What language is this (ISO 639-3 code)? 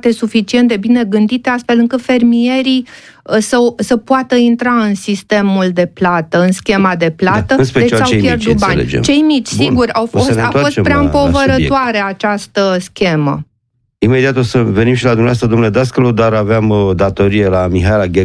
ron